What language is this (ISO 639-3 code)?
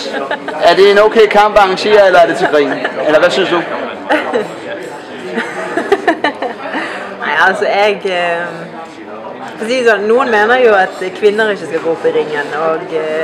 nor